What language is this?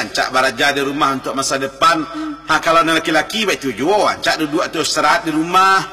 Minangkabau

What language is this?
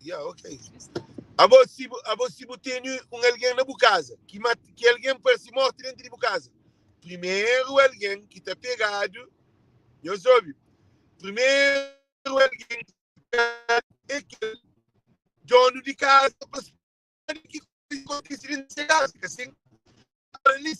Kabuverdianu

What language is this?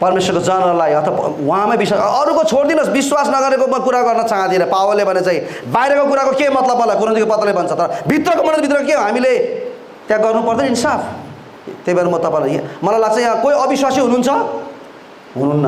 Nepali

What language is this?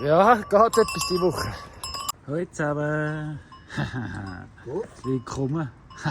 Swiss German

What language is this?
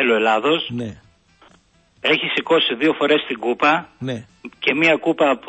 Greek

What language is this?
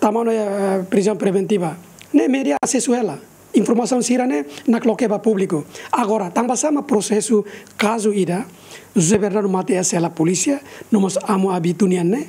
Tetum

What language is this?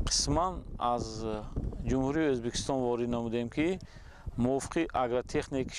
Tajik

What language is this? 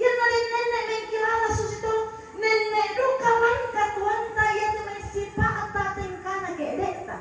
Toraja-Sa'dan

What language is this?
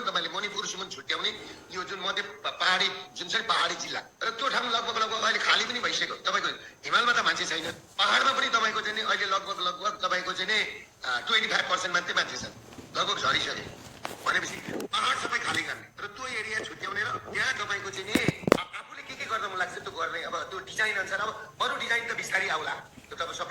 Nepali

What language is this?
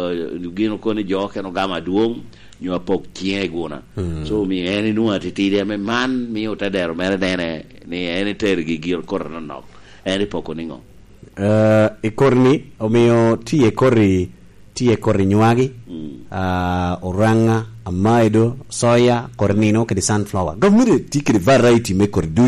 Lango (Uganda)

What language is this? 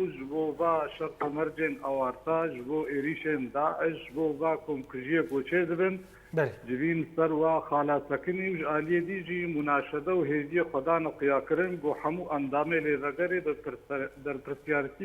Kurdish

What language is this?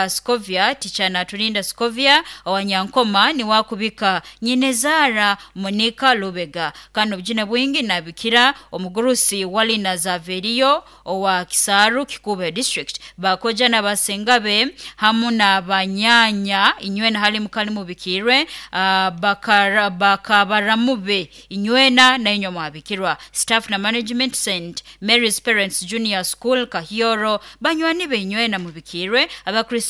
Nyoro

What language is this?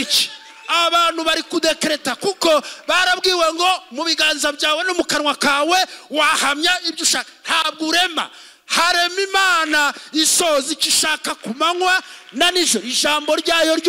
Kinyarwanda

